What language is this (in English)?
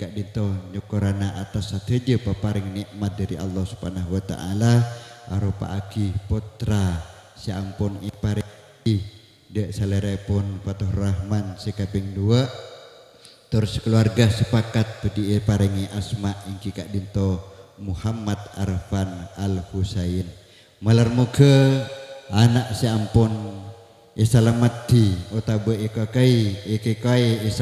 Madurese